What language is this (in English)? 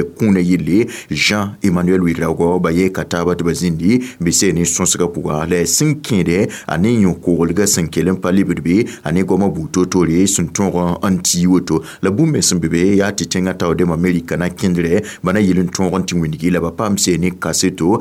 Mossi